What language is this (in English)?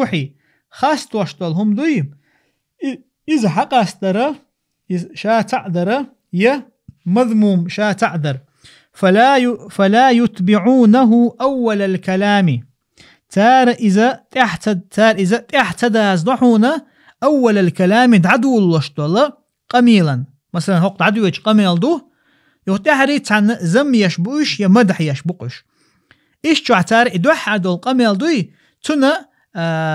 Chechen